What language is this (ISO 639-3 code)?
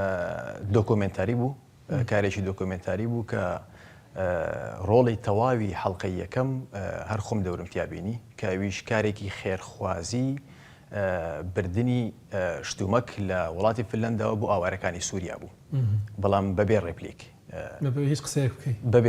ckb